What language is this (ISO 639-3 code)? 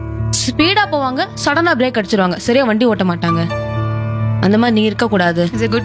tam